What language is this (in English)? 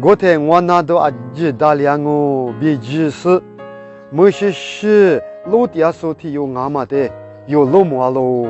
Lisu